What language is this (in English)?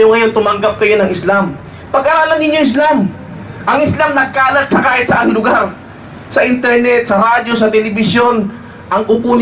Filipino